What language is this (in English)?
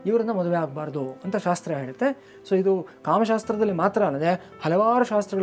Kannada